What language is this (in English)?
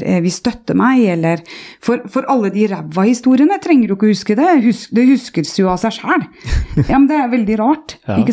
Norwegian